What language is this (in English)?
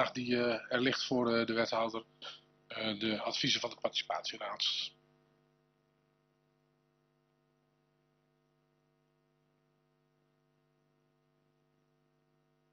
Dutch